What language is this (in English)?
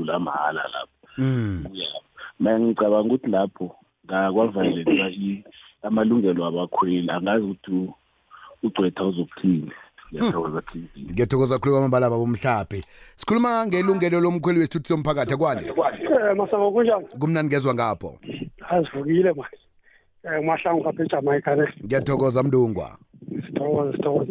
South Ndebele